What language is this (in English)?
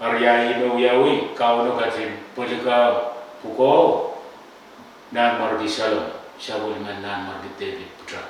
Pohnpeian